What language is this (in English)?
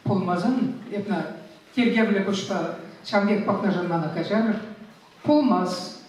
Chuvash